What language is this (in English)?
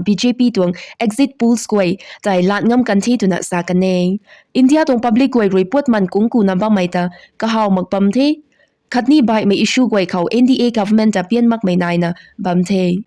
Rongmei Naga